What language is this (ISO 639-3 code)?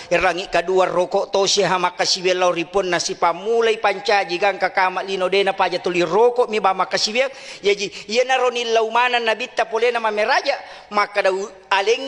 bug